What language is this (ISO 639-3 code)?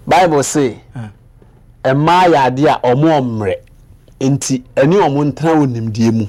aka